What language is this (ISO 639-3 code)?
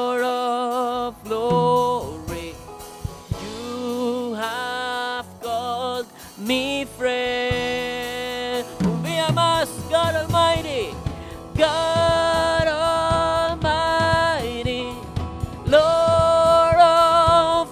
pap